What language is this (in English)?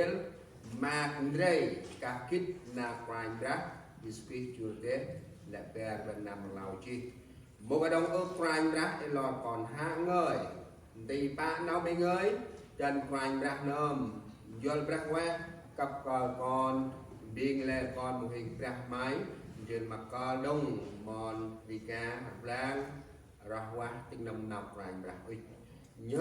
Central Mnong